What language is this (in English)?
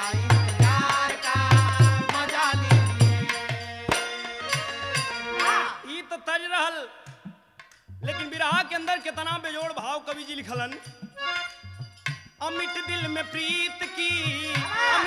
Bhojpuri